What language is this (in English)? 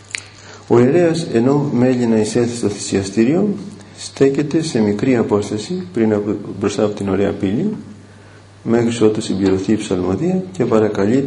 Greek